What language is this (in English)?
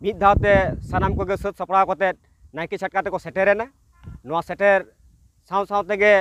Santali